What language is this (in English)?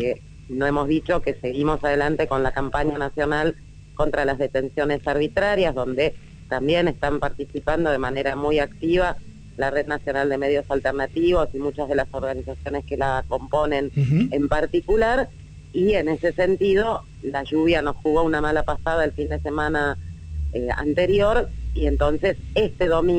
Spanish